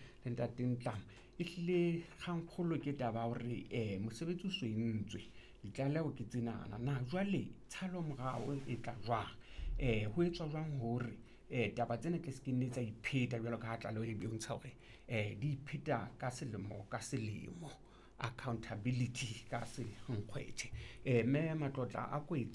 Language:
Southern Sotho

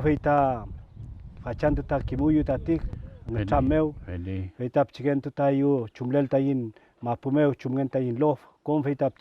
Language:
Mapuche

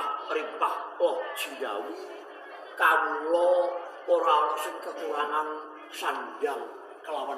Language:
Javanese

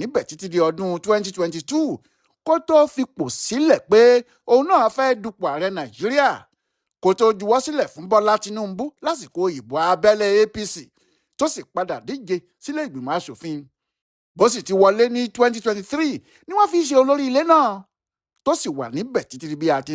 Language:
Yoruba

